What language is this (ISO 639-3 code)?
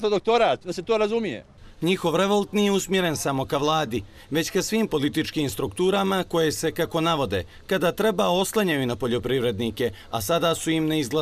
bos